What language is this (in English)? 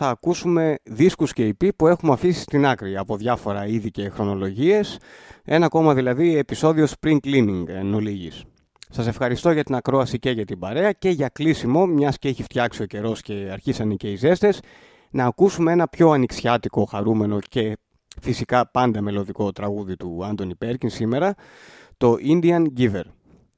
Greek